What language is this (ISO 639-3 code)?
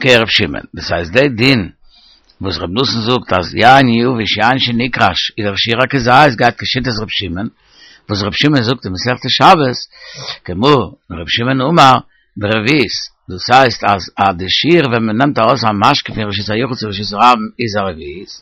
yid